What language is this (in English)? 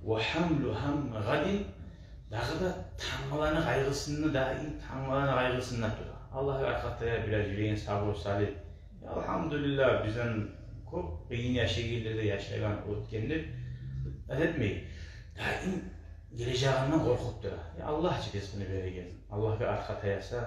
Kumyk